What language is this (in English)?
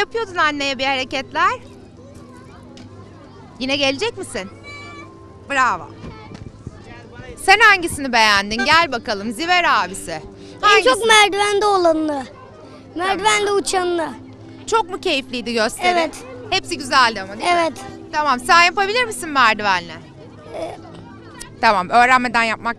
Turkish